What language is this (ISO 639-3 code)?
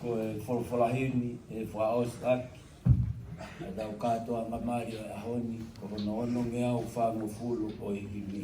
ton